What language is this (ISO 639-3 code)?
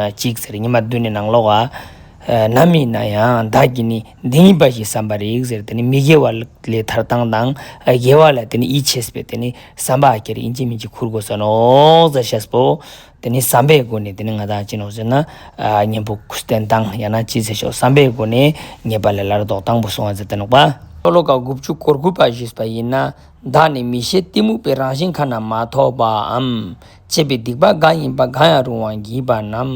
lbj